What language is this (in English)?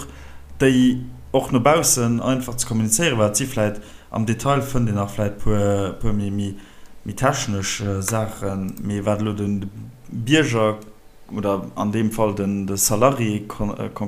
Luxembourgish